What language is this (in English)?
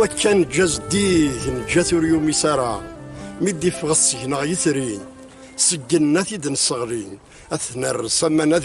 Kabyle